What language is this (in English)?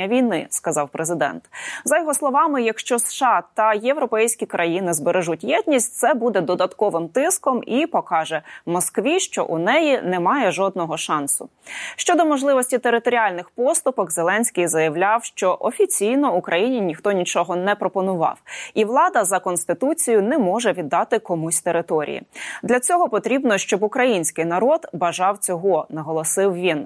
Ukrainian